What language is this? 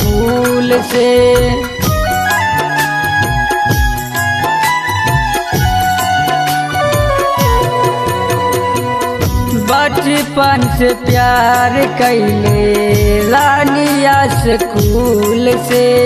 Bhojpuri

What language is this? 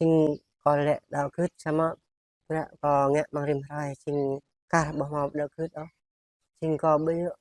Jarai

